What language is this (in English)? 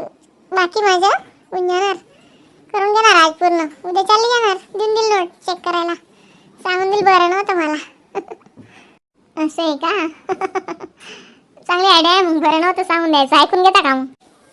Khandesi